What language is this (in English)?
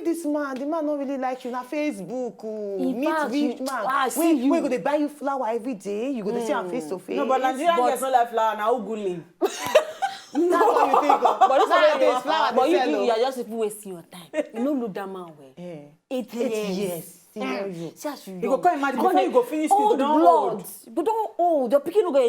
Nigerian Pidgin